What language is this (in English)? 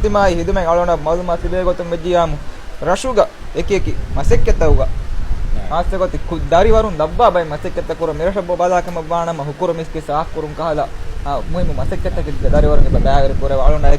Divehi